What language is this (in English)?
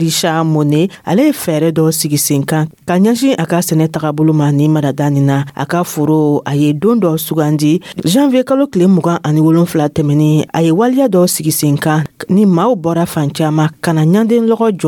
Dyula